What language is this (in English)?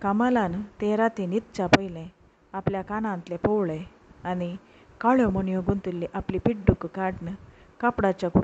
Konkani